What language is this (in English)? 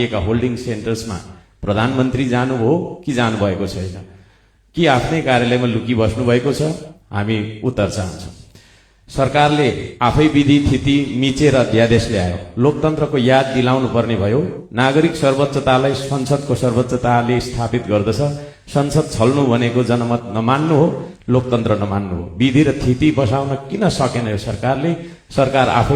Nepali